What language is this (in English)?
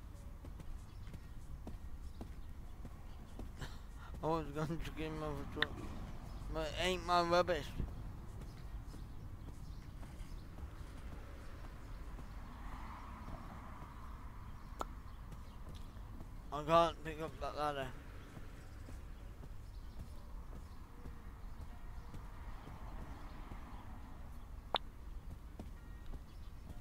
English